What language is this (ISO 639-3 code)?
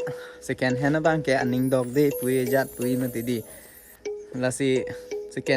mjw